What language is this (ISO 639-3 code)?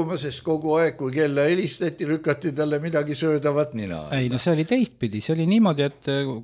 est